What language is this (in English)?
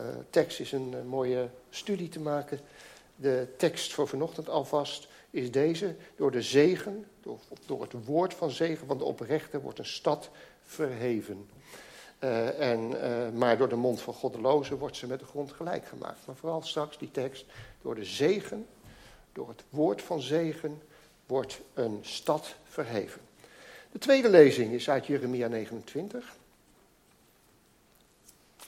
Dutch